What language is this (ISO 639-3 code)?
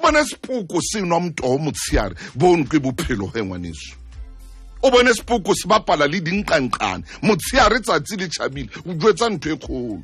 sot